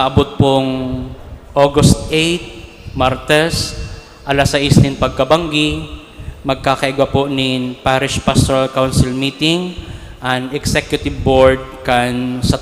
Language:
Bikol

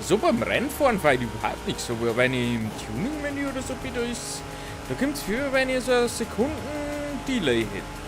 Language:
Bavarian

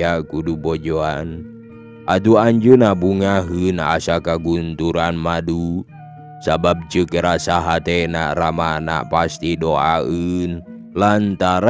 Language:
Sundanese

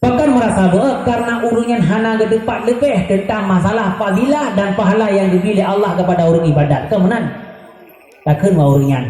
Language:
Achinese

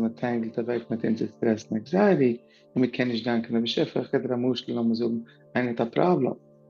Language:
Yiddish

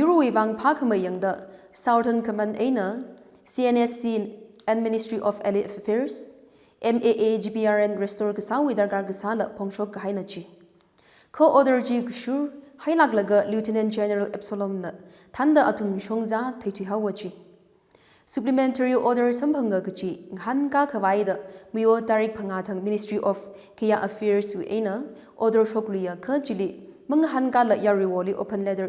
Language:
Tangkhul Naga (India)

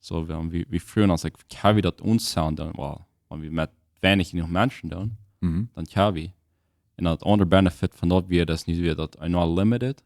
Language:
Plautdietsch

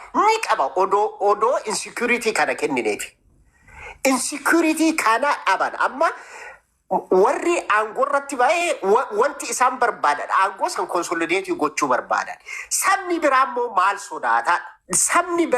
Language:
Oromo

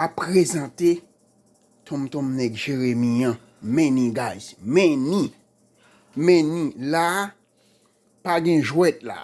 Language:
Haitian Creole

